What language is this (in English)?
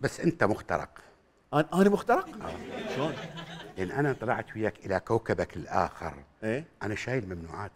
Mesopotamian Arabic